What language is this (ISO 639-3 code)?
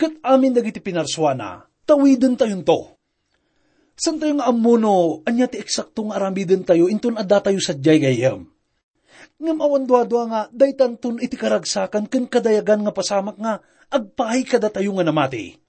ilo